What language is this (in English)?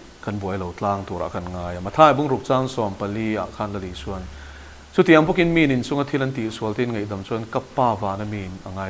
Mizo